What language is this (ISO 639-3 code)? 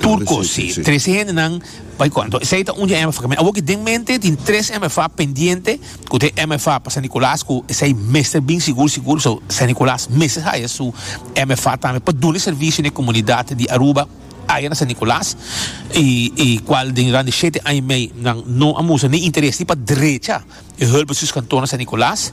pap